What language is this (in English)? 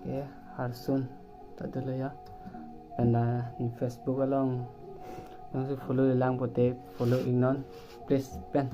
Karbi